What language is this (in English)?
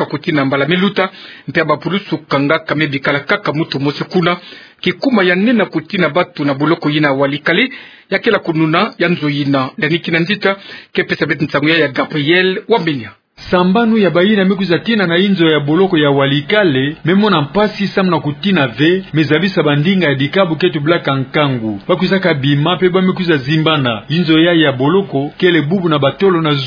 Kituba (Democratic Republic of Congo)